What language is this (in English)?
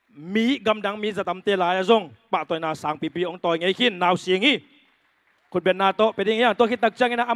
Tedim Chin